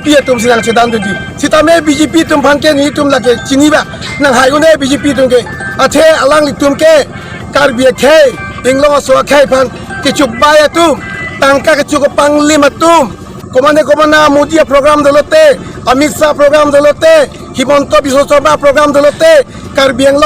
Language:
Karbi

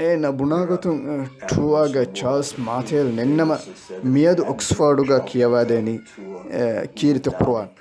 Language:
Divehi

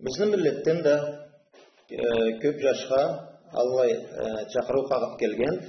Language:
Karachay-Balkar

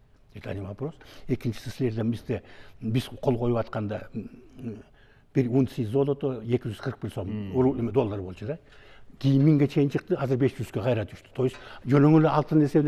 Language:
Kyrgyz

